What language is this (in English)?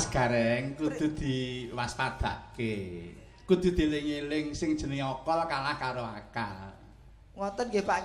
Javanese